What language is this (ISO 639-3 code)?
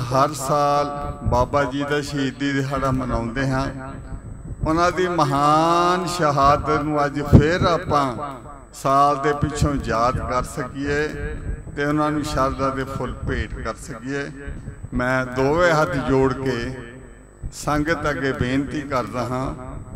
pan